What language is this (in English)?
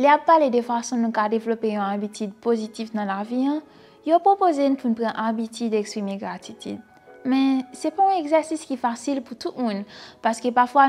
Haitian Creole